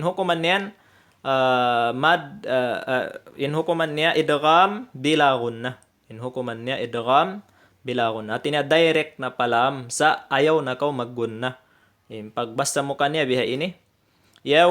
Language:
Tausug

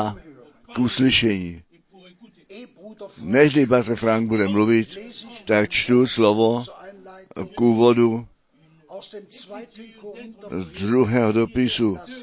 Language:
Czech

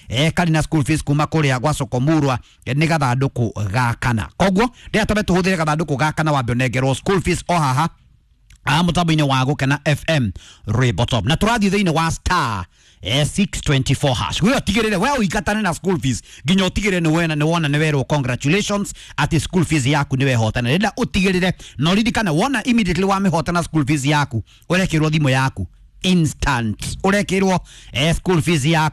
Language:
Kikuyu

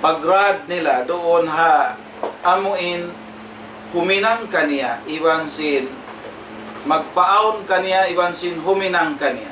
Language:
Tausug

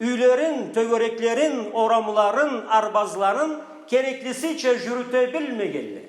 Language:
Karachay-Balkar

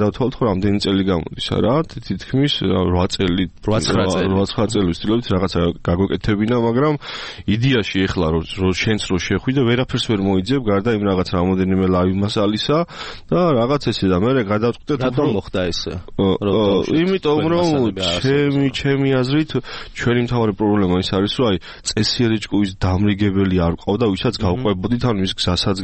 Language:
Georgian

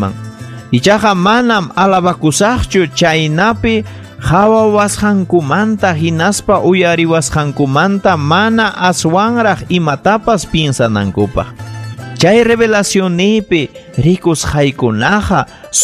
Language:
Ayacucho Quechua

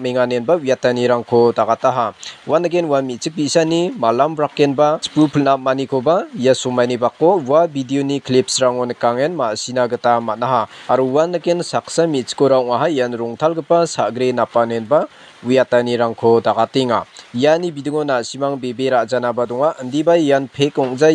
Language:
Garo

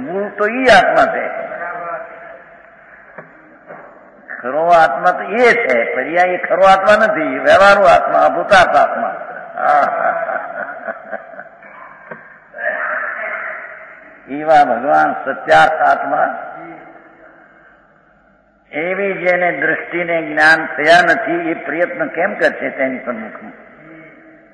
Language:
Gujarati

